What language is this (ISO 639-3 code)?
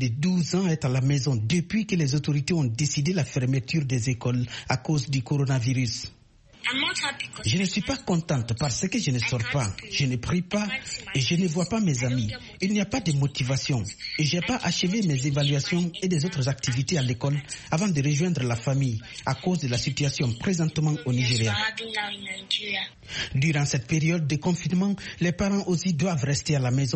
fra